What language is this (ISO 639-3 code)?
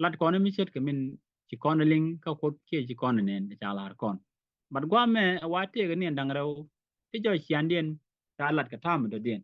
nus